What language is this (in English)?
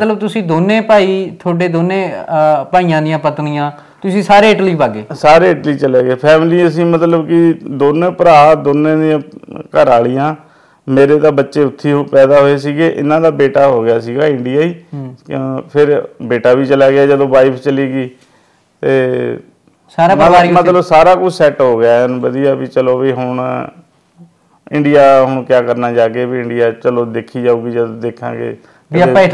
Punjabi